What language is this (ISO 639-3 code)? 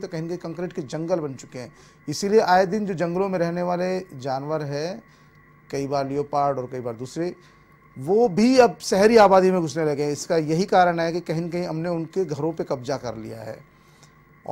hin